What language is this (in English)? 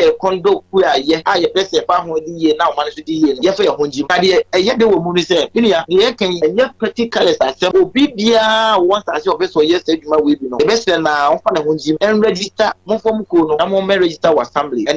Akan